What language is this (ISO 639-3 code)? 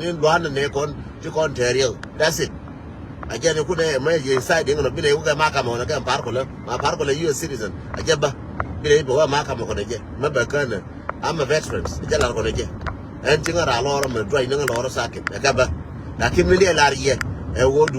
nus